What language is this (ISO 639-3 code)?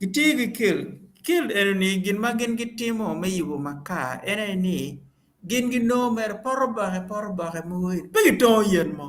ach